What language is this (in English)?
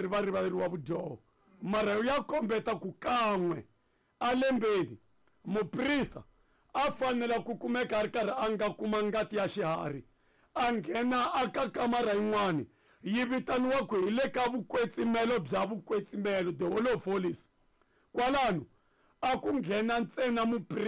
Tsonga